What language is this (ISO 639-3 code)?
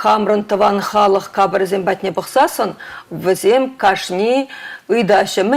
chv